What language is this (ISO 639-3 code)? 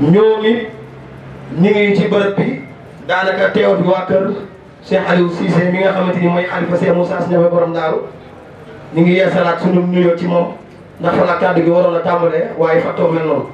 wol